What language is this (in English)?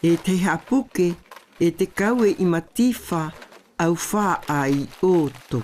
South Marquesan